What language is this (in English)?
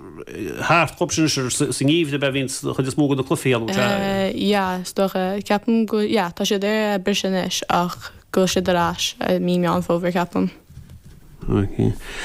Irish